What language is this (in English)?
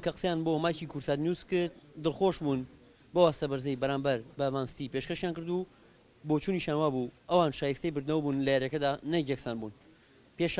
Central Kurdish